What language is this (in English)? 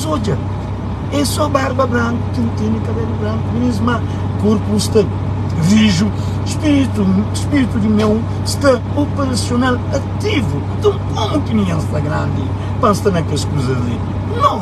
Kabuverdianu